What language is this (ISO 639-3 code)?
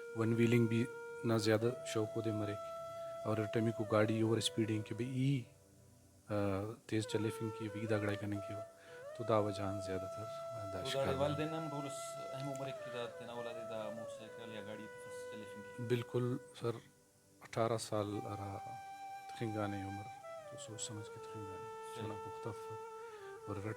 brh